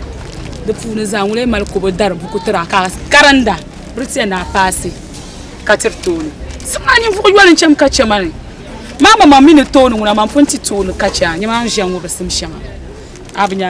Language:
Dagbani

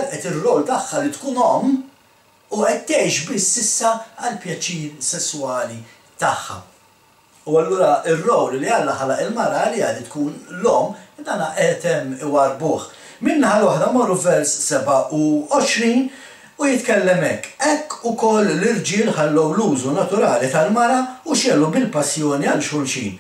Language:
Maltese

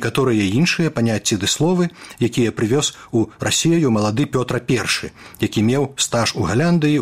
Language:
Belarusian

